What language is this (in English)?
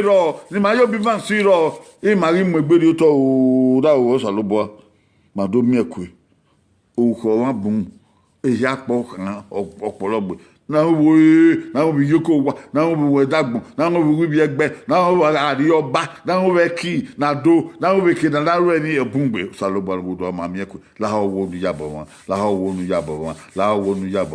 Bini